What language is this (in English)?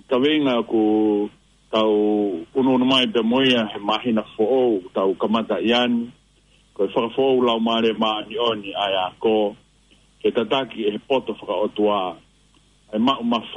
Tongan